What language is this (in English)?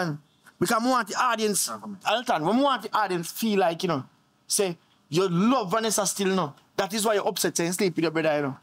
Jamaican Creole English